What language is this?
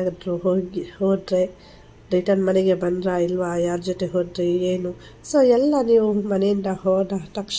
Kannada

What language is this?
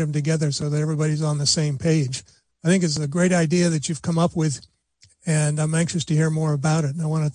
English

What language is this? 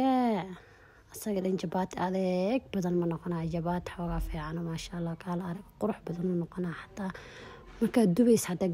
Somali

